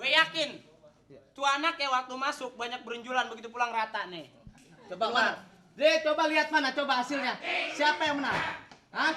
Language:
Betawi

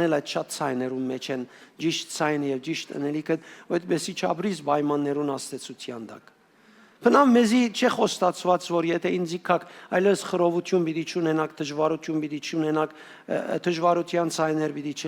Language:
Western Armenian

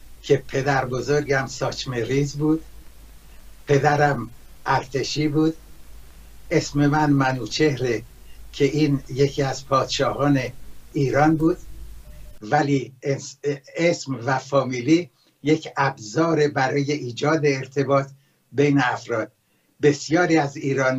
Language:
Persian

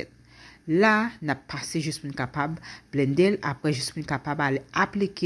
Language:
Haitian Creole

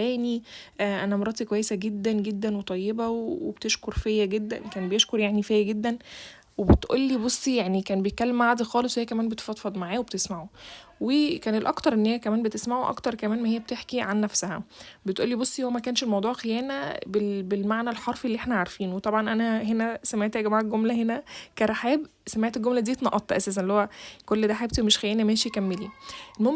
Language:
Egyptian Arabic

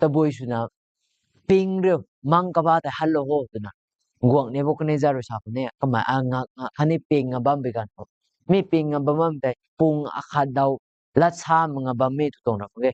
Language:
Rongmei Naga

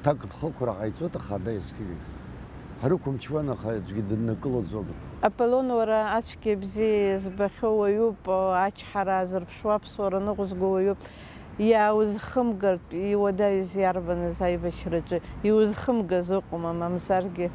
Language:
Abkhazian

